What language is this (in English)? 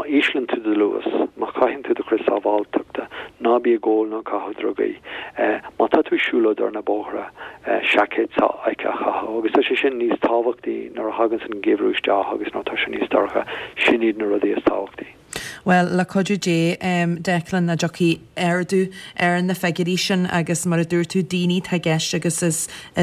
Irish